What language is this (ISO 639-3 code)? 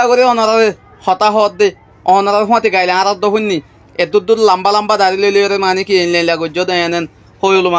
rhg